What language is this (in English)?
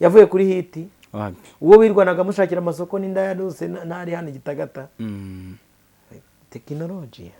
Kinyarwanda